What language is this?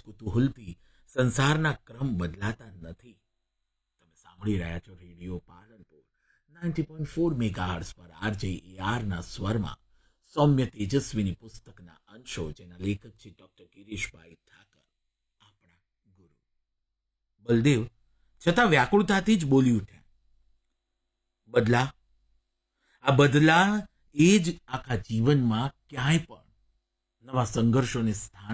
Gujarati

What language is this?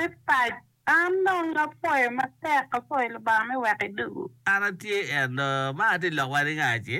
Acoli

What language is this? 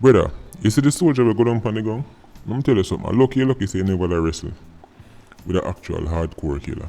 Jamaican Creole English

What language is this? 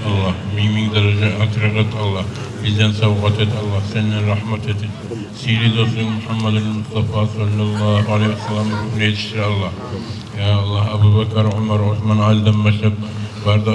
Kumyk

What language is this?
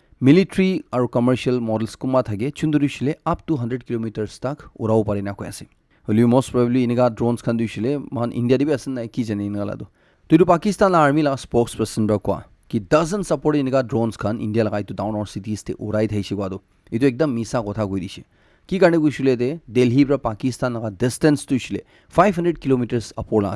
Naga Pidgin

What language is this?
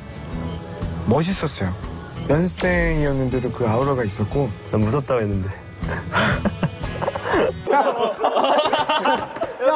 Korean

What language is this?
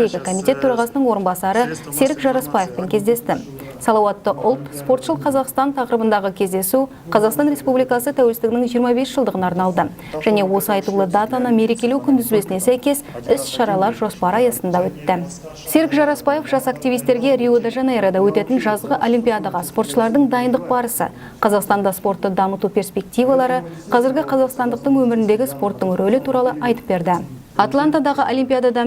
Kazakh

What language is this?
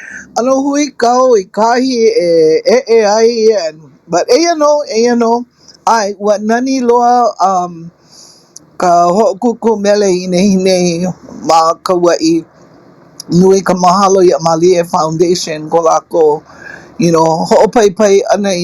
Hawaiian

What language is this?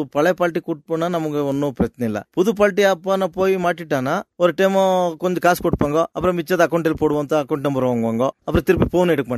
Tamil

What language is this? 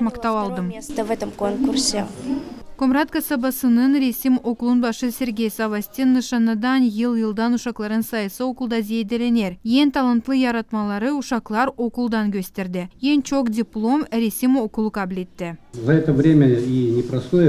Gagauz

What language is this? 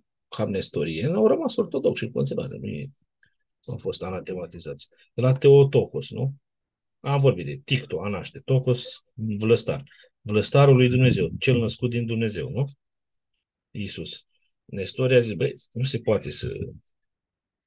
Romanian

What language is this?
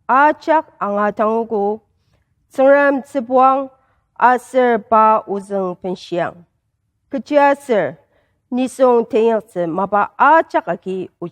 Ao Naga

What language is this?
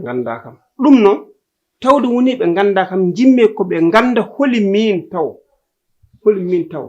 Fula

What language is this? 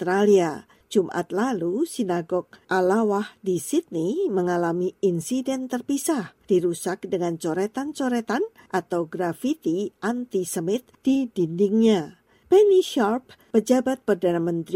Indonesian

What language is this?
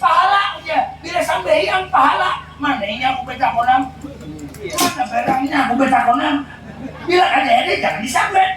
Banjar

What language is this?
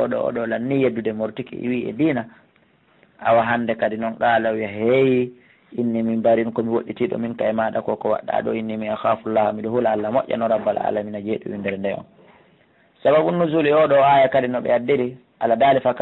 Pular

